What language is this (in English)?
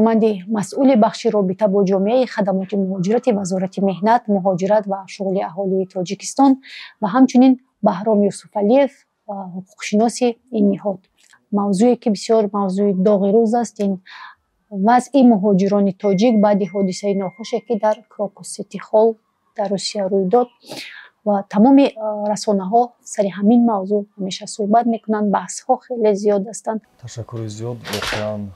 Tajik